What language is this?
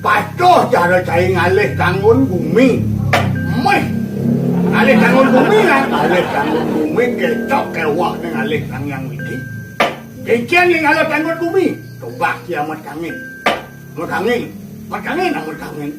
Balinese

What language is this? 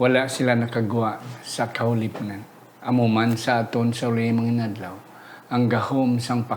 Hiligaynon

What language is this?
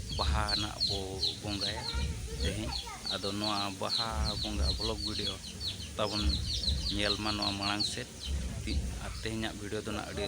Santali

